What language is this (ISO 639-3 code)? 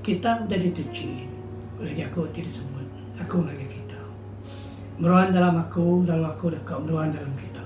iba